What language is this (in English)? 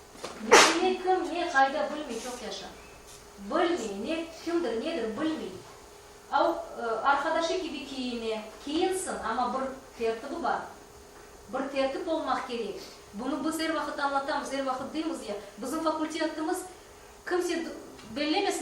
Crimean Tatar